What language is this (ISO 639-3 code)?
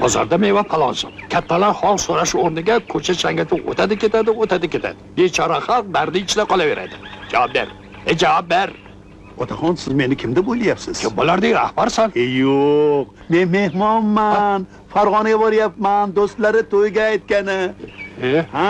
uzb